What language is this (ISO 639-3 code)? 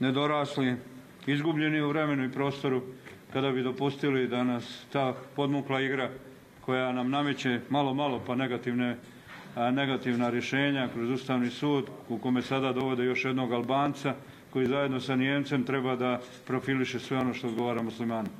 bos